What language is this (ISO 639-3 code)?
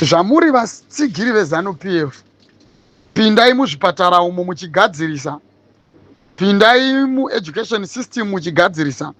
sna